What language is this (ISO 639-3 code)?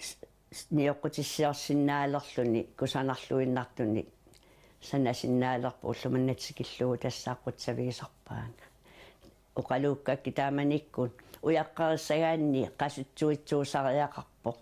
kal